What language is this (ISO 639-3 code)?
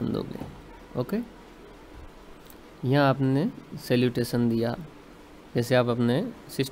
hin